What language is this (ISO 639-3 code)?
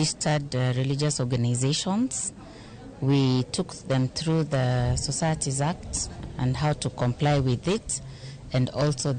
luo